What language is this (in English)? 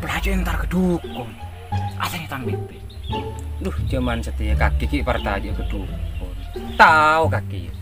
Madurese